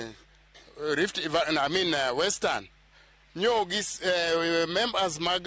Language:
Luo (Kenya and Tanzania)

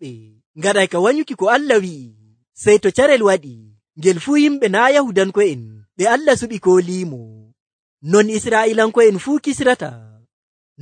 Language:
Nigerian Fulfulde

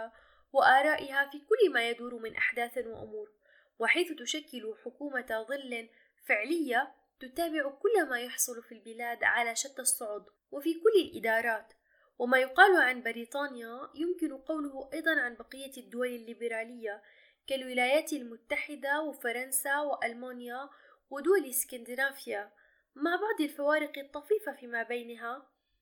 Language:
Arabic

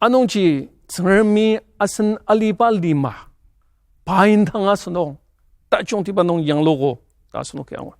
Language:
Ao Naga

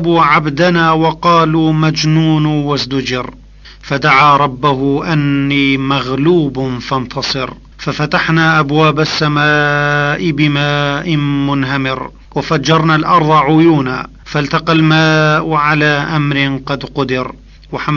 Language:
Kurdish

